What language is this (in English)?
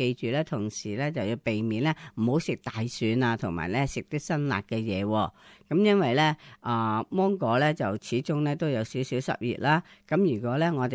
Cantonese